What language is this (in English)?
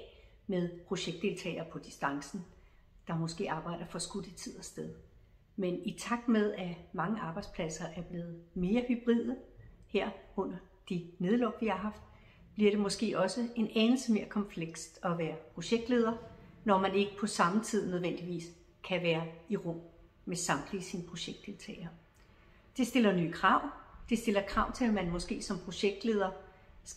Danish